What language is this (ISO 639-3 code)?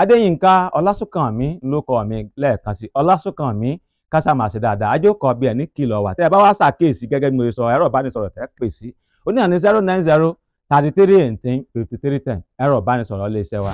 yor